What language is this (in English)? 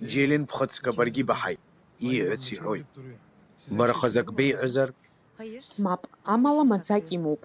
Abkhazian